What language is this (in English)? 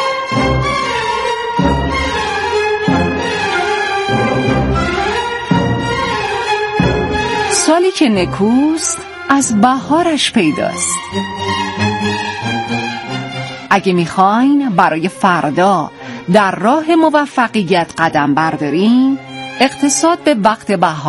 Persian